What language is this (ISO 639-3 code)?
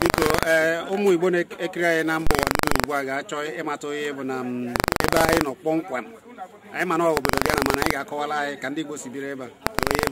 ibo